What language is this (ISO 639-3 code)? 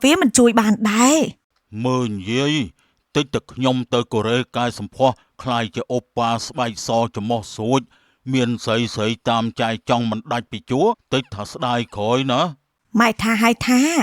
khm